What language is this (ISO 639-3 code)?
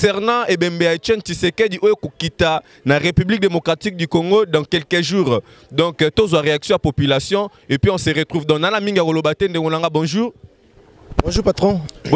lin